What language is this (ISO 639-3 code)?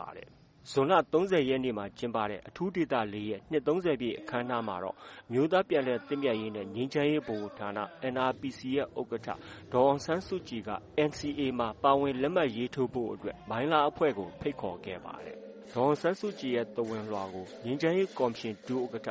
mya